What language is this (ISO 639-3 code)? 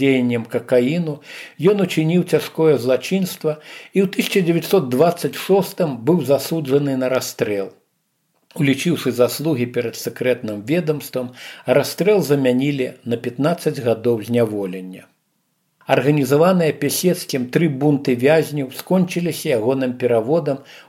bel